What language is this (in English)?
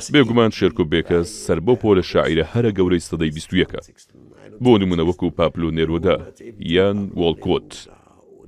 Central Kurdish